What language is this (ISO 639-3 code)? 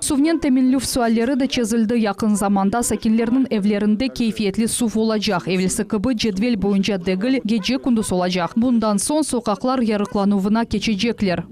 crh